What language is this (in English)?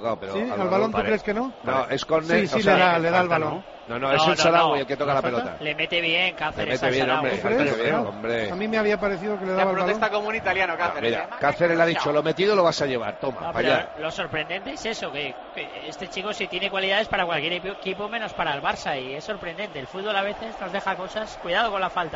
Spanish